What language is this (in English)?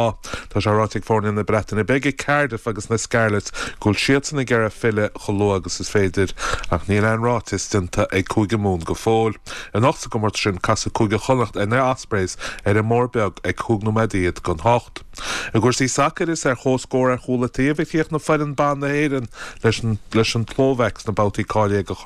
Irish